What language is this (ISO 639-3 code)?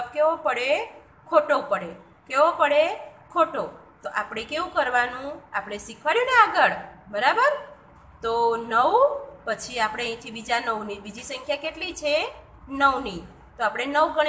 guj